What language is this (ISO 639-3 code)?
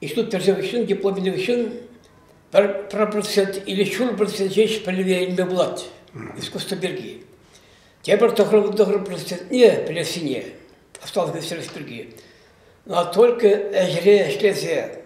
chv